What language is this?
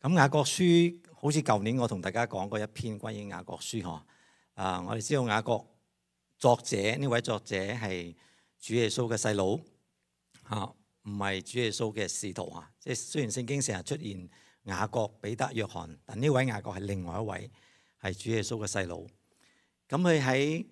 Cantonese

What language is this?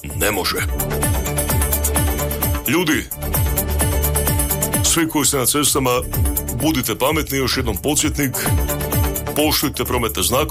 Croatian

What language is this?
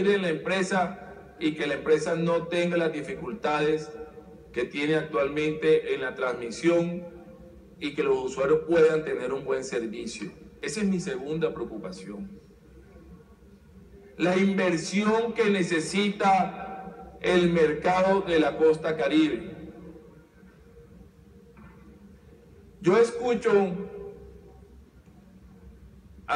Spanish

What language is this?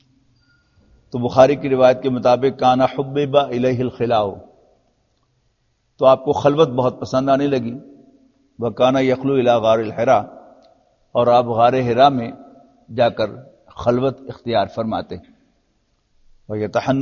Urdu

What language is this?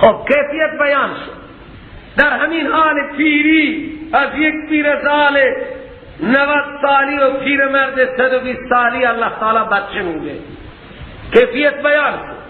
Persian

